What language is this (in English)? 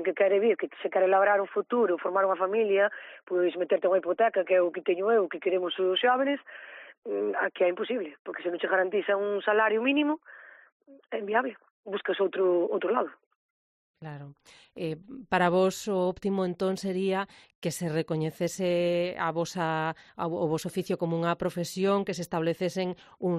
Galician